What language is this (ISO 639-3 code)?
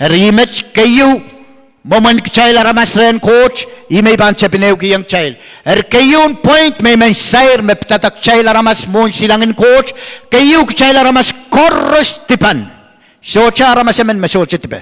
pon